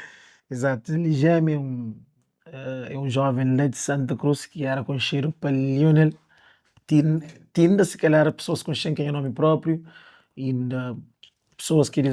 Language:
Kabuverdianu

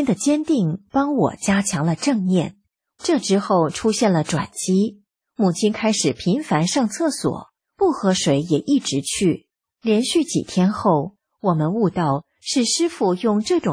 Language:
Chinese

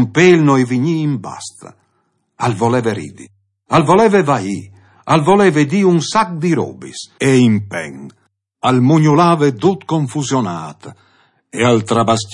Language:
Friulian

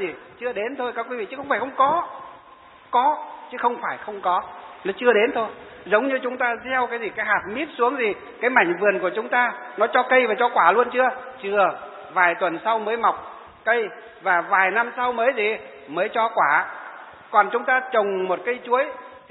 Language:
Vietnamese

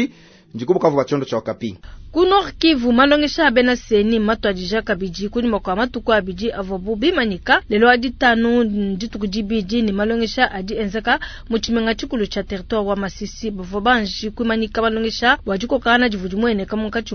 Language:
Luba-Lulua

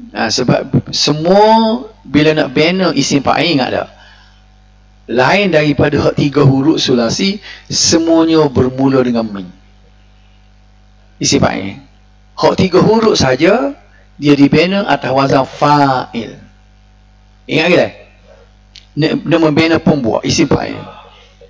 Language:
Malay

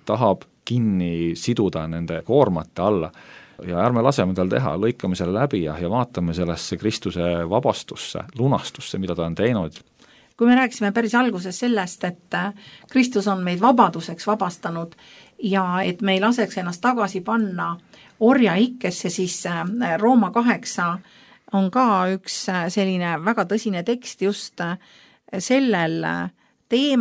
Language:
Estonian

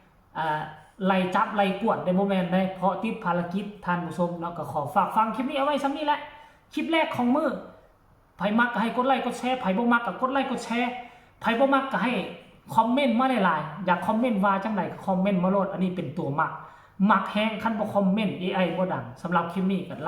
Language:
Northeastern Thai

